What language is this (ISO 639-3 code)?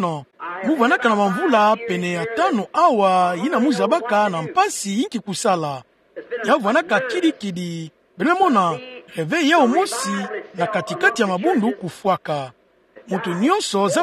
ktu